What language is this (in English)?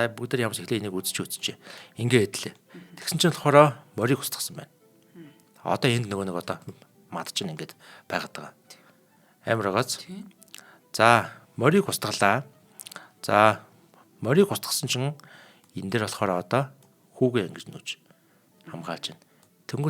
Mongolian